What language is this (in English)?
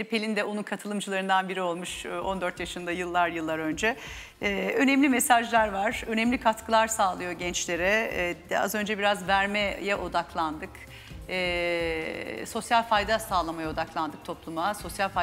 Turkish